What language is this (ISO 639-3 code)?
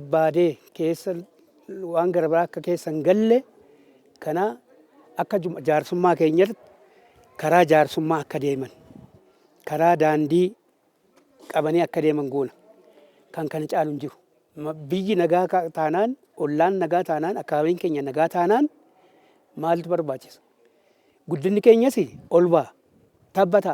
orm